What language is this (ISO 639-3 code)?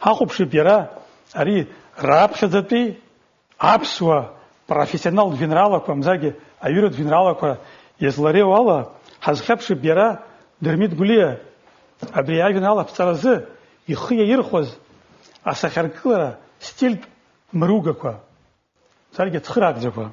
abk